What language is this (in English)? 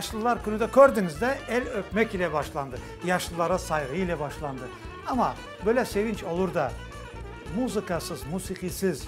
Crimean Tatar